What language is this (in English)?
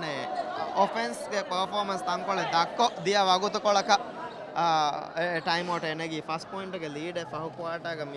Divehi